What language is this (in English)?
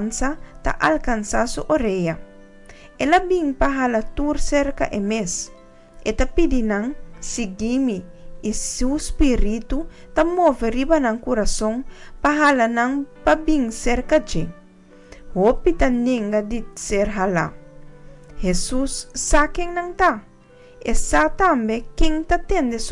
Papiamento